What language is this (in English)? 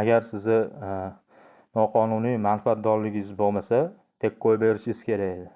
Uzbek